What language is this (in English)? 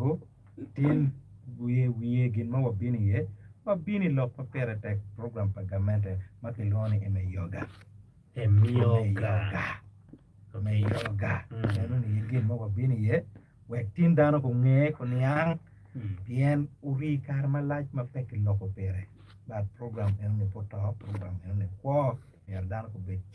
Acoli